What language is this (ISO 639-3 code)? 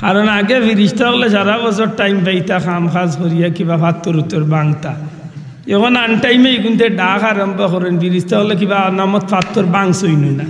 syl